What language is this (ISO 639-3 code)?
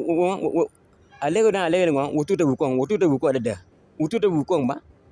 ach